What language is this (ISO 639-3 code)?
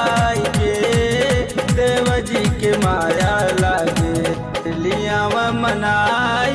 bho